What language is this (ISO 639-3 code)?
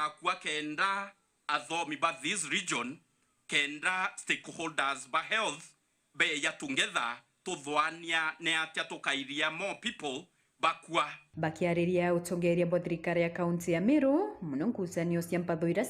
mer